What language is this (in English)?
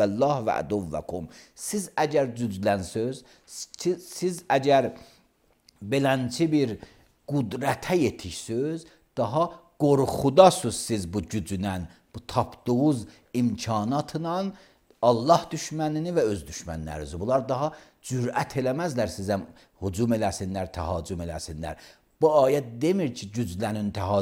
Azerbaijani